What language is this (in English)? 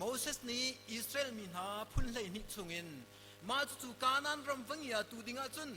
Hakha Chin